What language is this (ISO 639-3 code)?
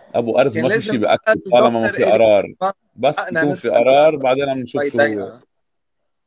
apc